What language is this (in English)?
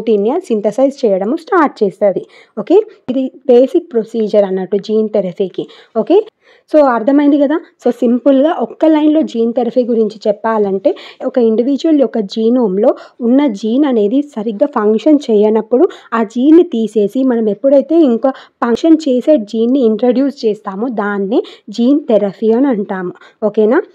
Telugu